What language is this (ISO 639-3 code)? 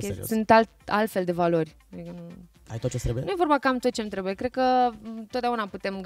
ron